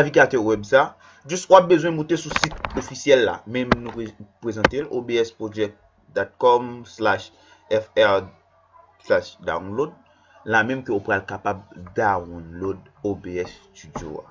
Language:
Haitian Creole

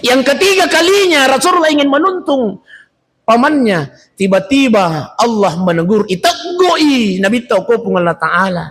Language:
Buginese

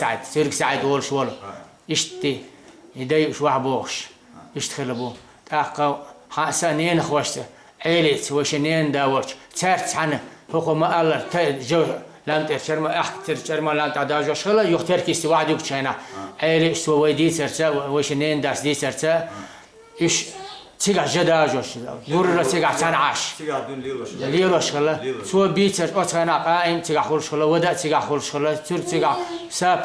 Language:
Chechen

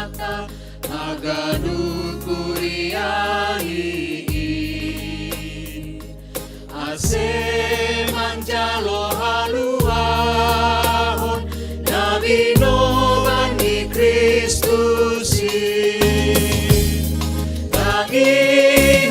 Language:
Batak Simalungun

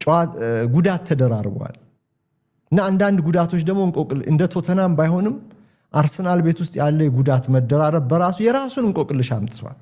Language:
Amharic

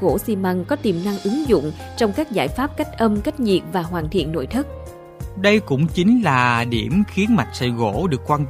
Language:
Vietnamese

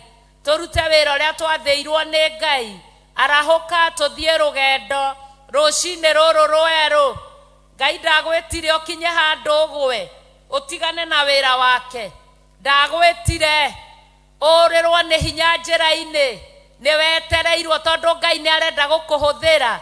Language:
Kikuyu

